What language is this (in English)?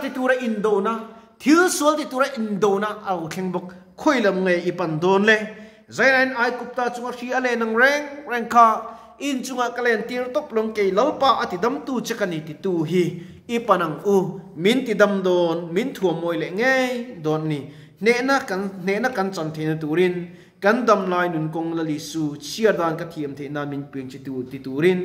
Mizo